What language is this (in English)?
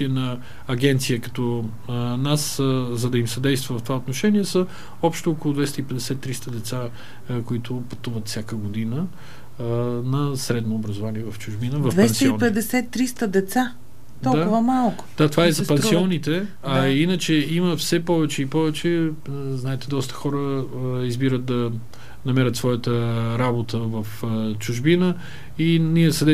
Bulgarian